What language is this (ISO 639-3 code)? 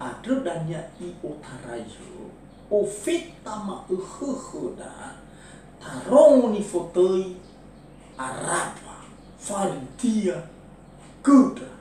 nia